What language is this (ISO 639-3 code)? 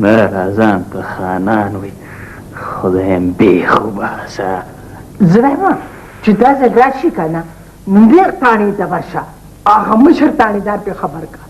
pus